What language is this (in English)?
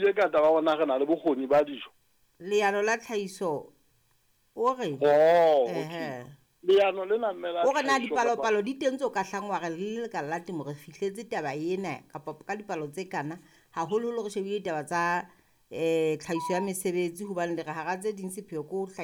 Southern Sotho